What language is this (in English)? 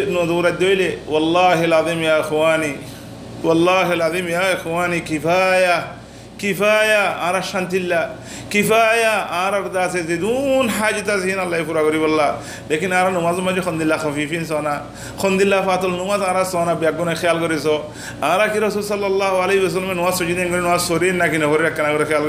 Rohingya